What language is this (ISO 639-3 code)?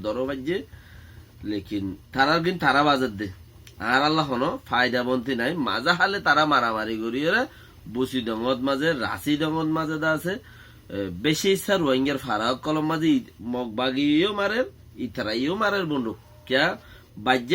rhg